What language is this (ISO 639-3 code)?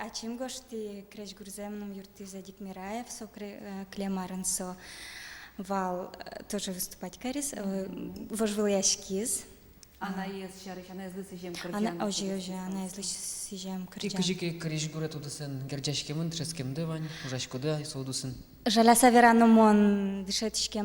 udm